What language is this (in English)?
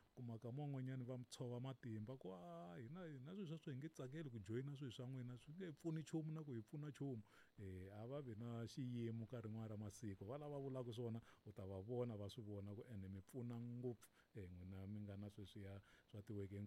Tsonga